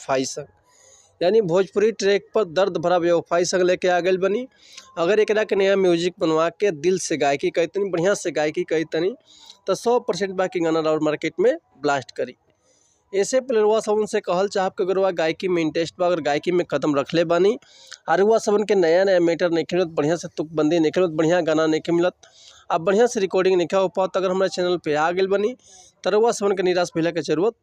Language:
Bhojpuri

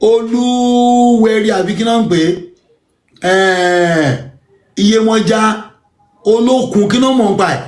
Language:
Yoruba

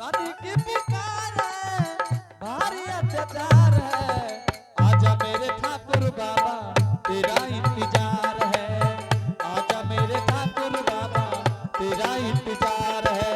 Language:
Angika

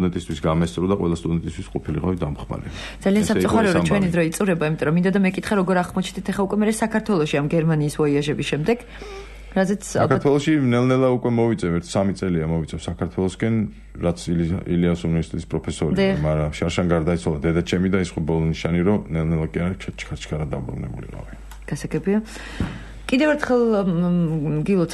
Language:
Georgian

